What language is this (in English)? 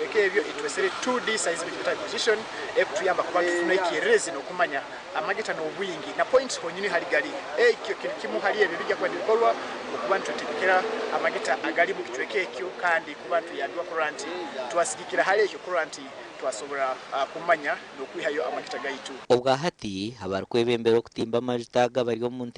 Nyankole